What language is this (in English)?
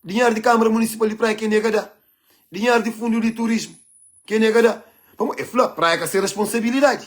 Kabuverdianu